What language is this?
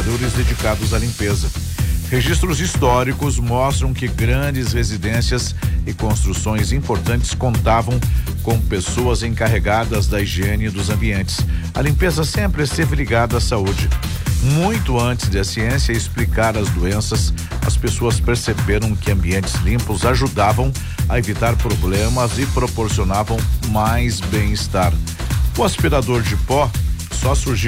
Portuguese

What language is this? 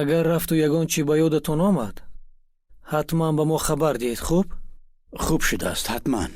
Tajik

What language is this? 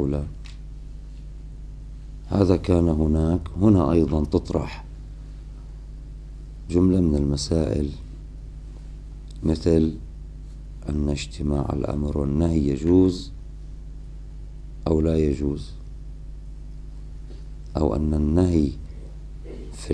Arabic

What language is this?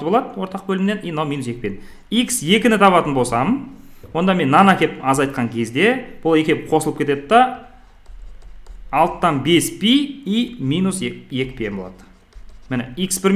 Kazakh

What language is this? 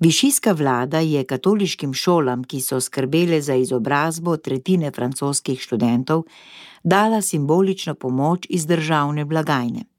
Slovenian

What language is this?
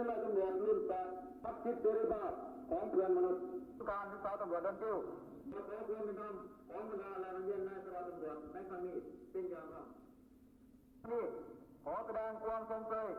Lao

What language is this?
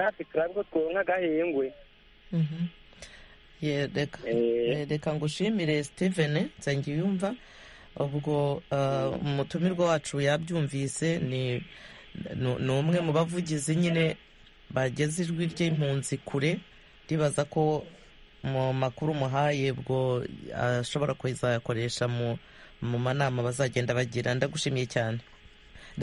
Kinyarwanda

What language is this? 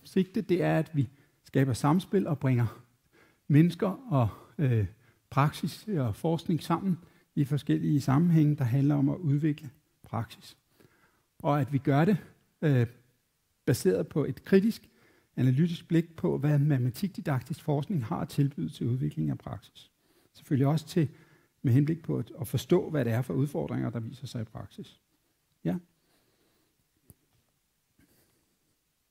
Danish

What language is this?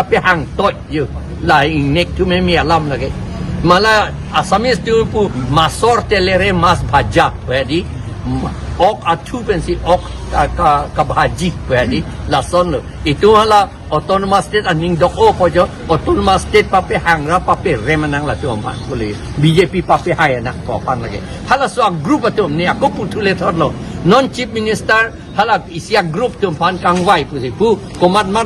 Karbi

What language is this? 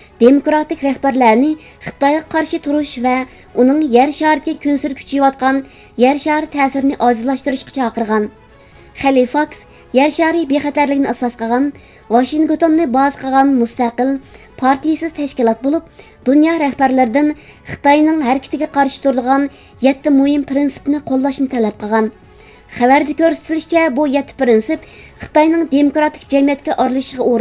Uyghur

